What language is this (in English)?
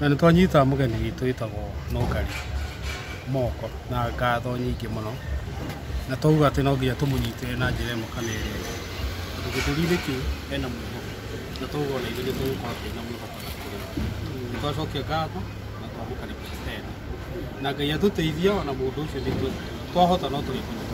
Kikuyu